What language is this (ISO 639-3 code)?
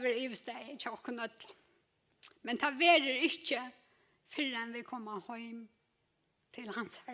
fao